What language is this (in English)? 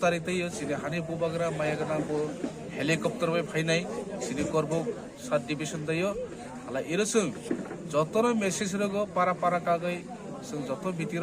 Kok Borok